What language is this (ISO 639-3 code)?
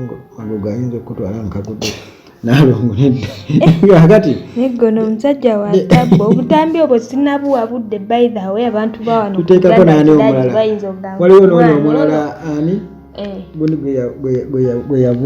lug